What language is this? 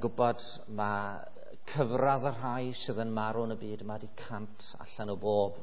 Welsh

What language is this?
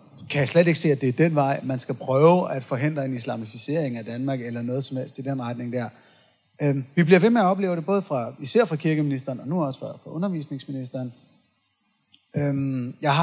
Danish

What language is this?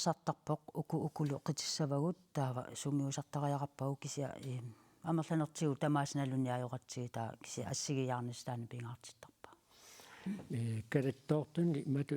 Kalaallisut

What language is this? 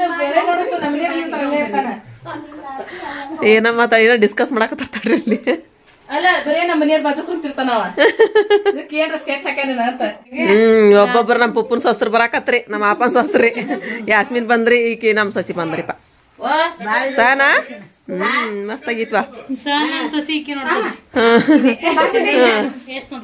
Kannada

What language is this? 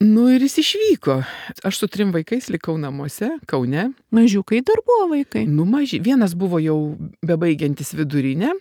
Lithuanian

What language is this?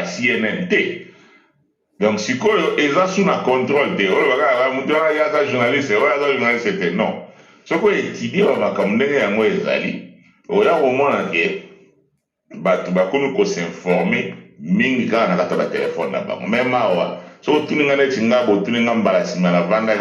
Lingala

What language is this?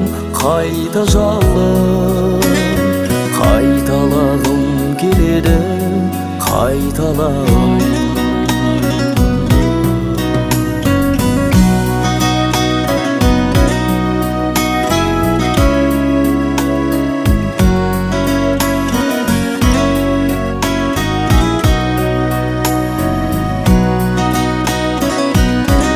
Kazakh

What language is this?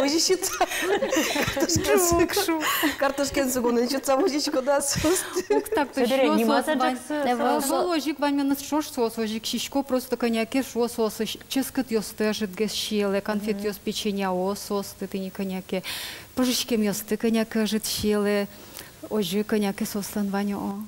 Udmurt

